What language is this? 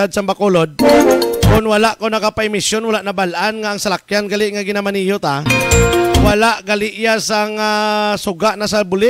Hiligaynon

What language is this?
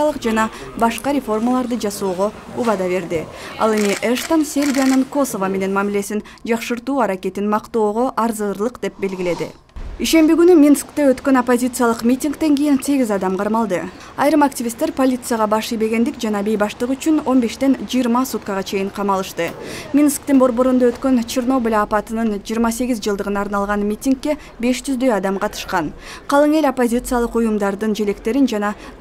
Kyrgyz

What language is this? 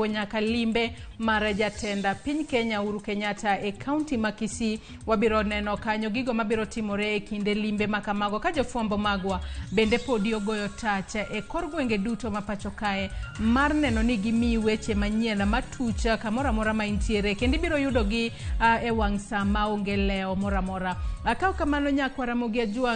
Luo (Kenya and Tanzania)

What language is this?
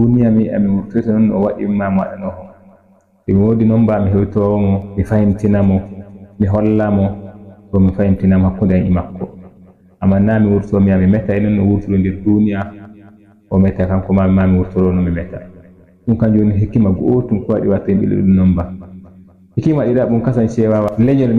Fula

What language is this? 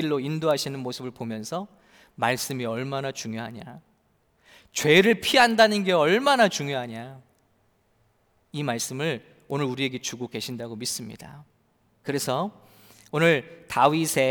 Korean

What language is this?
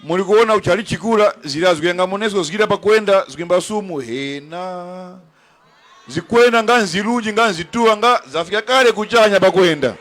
Tumbuka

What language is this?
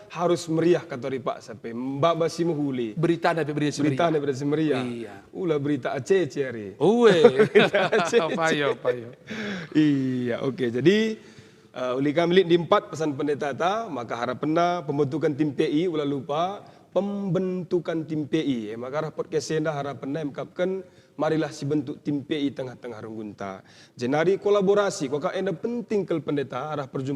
Batak Karo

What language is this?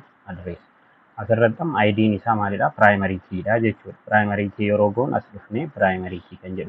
Oromo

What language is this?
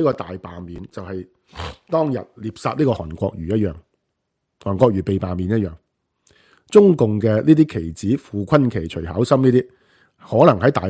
Cantonese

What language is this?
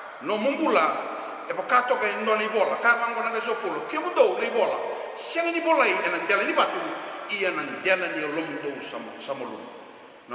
Fijian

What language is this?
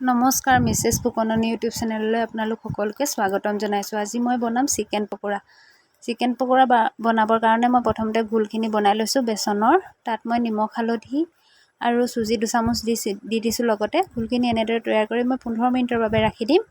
Assamese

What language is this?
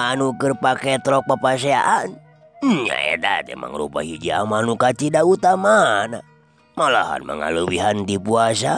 Sundanese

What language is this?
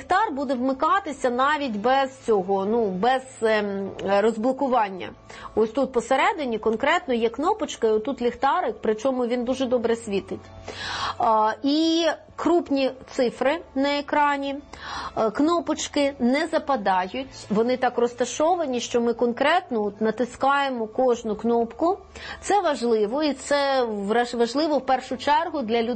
Ukrainian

